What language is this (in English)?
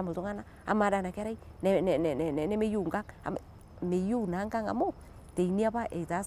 Masai